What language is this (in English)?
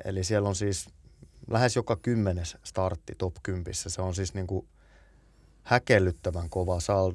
Finnish